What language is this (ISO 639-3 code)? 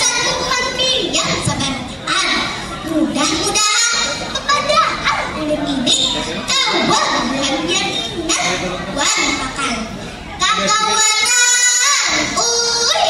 bjn